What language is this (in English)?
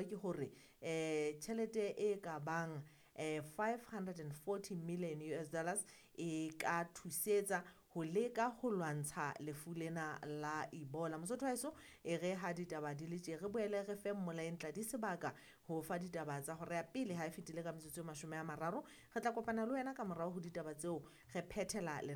Southern Sotho